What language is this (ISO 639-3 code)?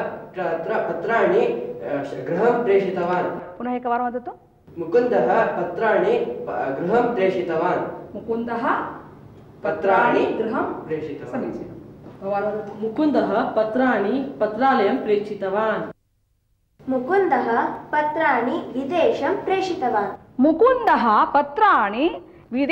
san